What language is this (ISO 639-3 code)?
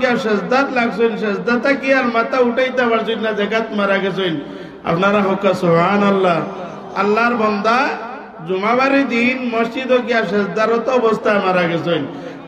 syl